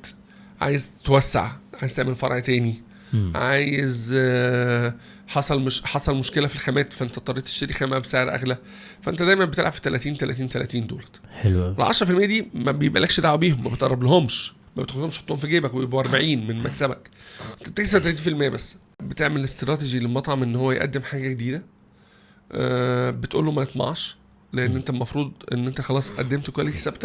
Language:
Egyptian Arabic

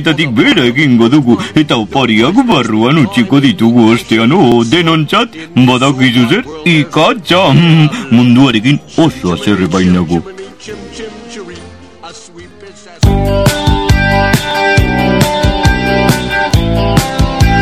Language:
Basque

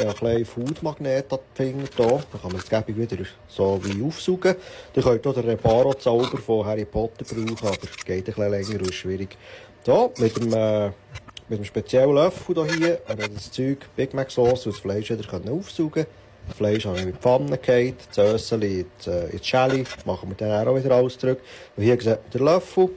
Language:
Swiss German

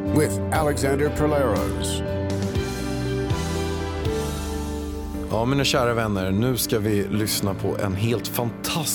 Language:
Swedish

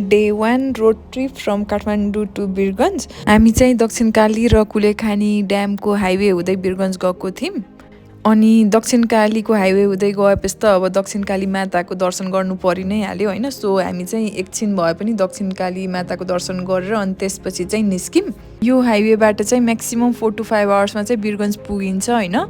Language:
Nepali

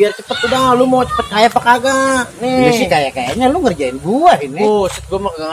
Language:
Betawi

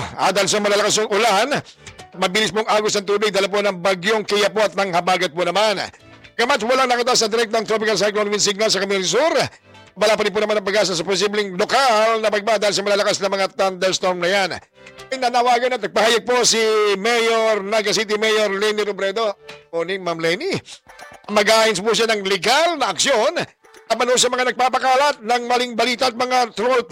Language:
Filipino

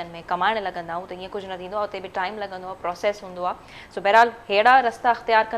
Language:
Sindhi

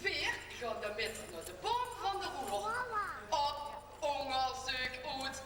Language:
Limburgish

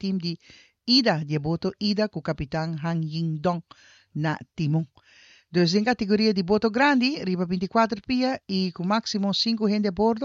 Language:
Papiamento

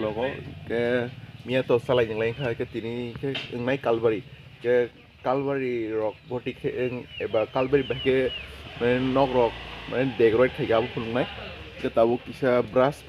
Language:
Kok Borok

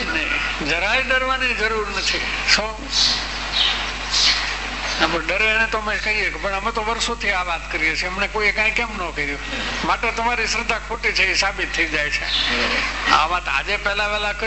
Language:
Gujarati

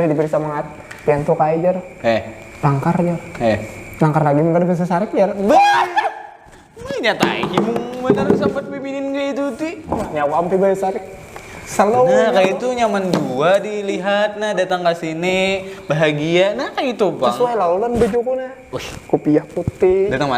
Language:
Banjar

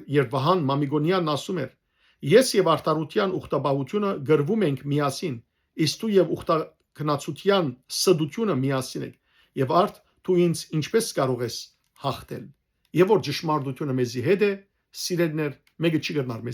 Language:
Western Armenian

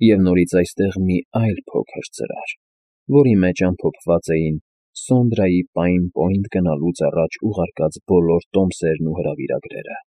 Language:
Armenian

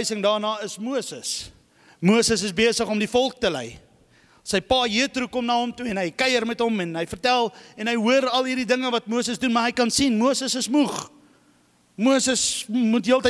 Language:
Afrikaans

